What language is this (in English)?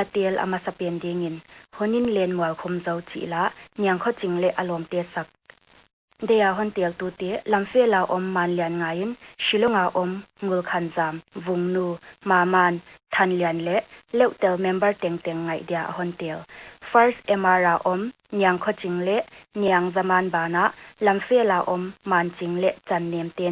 Paite Chin